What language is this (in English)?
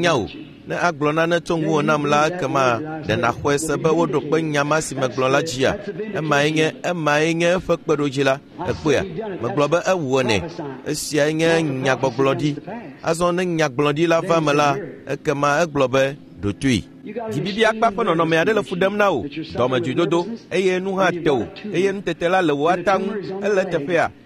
Ewe